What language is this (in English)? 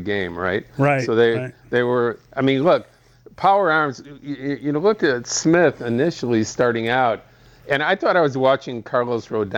English